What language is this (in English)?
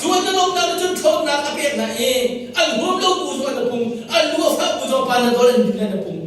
Hakha Chin